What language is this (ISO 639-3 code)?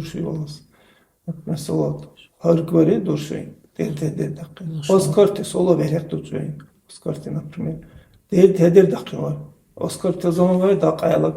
dar